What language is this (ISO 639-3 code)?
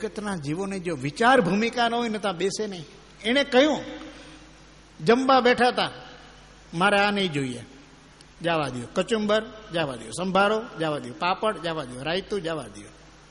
guj